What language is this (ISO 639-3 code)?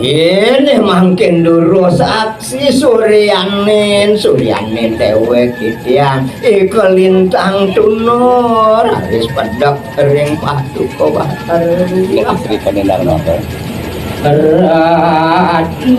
ban